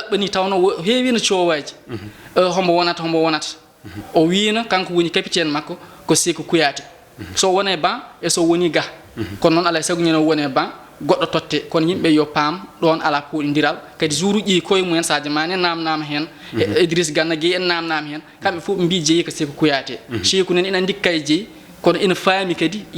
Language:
Fula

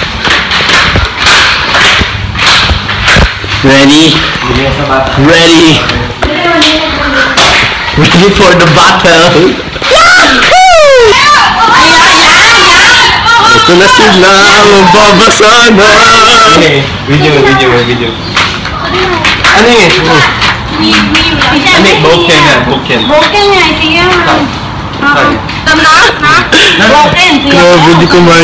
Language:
Filipino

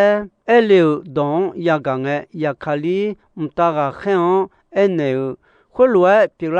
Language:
Akha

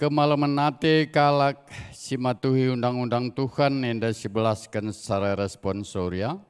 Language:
Batak Karo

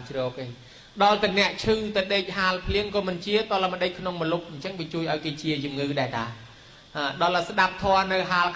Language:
Khmer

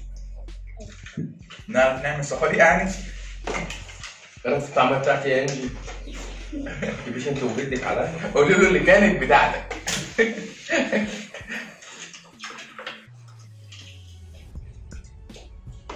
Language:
Egyptian Arabic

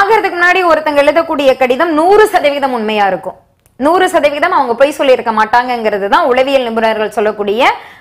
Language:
Tamil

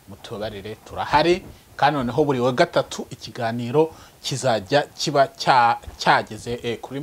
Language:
Kinyarwanda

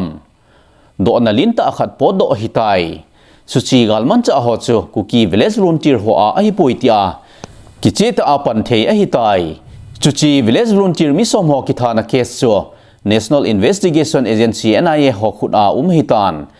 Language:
Thado Chin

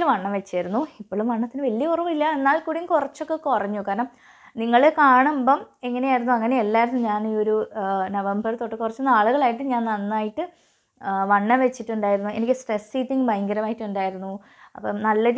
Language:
Malayalam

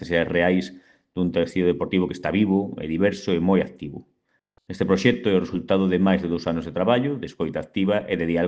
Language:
Galician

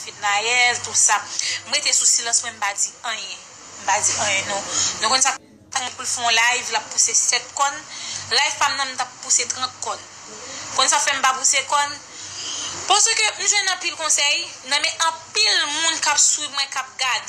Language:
Haitian Creole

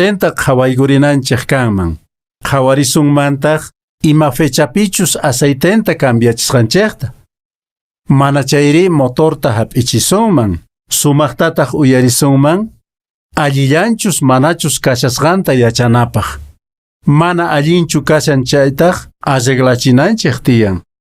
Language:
Quechua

